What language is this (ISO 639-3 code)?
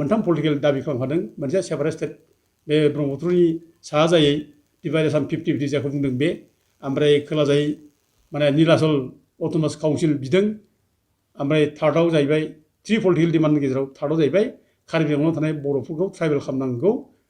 brx